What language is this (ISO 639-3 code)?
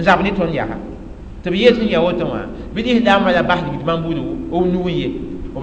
mos